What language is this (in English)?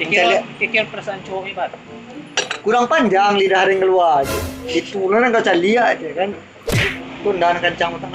Minangkabau